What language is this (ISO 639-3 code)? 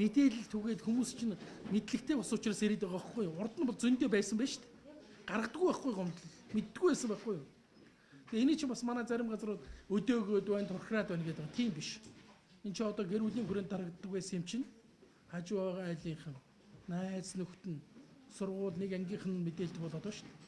mon